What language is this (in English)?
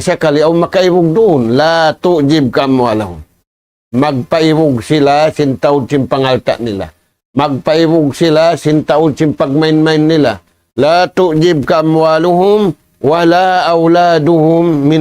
Tausug